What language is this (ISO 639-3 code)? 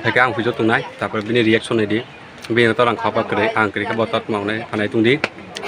trp